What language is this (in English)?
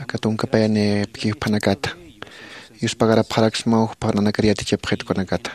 Aymara